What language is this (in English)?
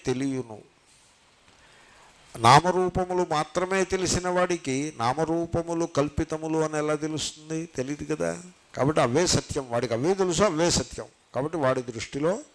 Telugu